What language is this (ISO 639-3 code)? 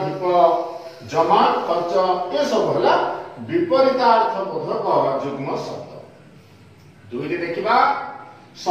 ori